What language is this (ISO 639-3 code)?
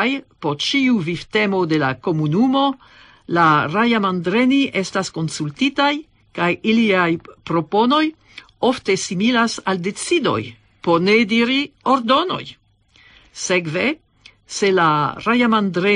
epo